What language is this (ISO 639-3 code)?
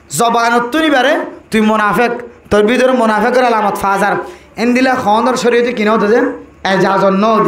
rhg